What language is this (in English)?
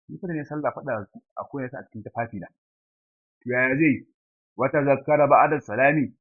Hausa